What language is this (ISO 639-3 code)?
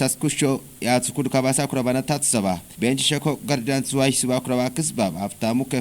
kbr